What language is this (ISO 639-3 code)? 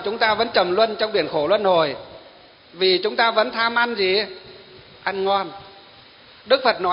vie